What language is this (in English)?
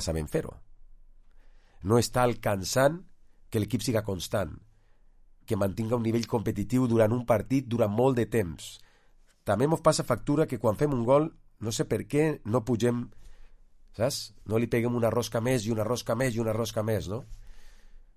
Catalan